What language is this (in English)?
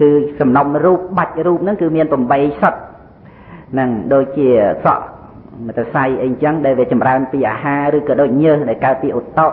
Khmer